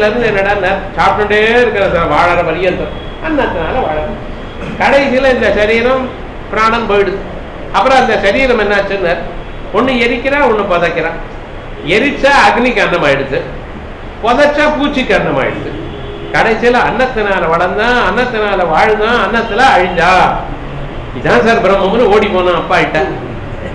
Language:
Tamil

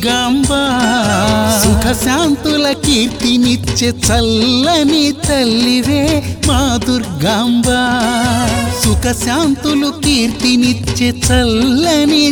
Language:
Telugu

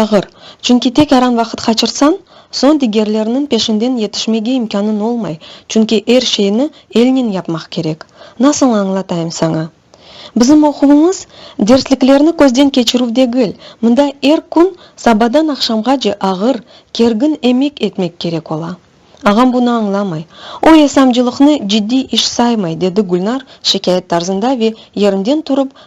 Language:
Crimean Tatar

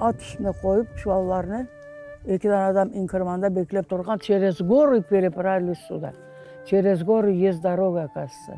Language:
Crimean Tatar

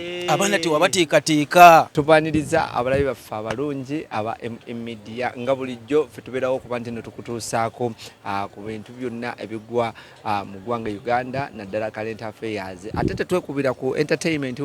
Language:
Ganda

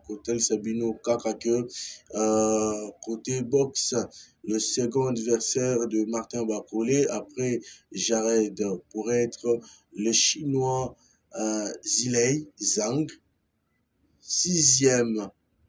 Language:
French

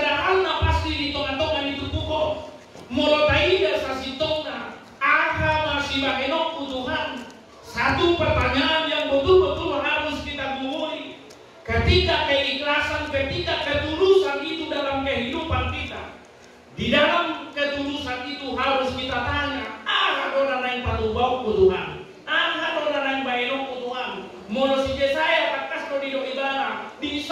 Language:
Batak Toba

